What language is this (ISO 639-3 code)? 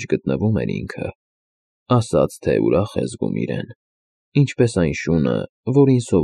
hye